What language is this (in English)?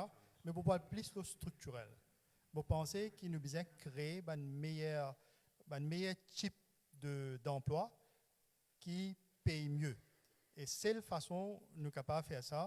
Morisyen